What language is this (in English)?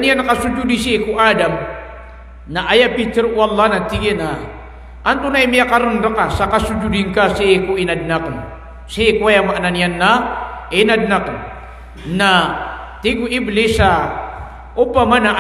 Maranao